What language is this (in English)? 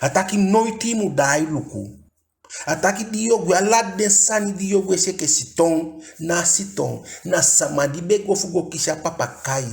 Eastern Maroon Creole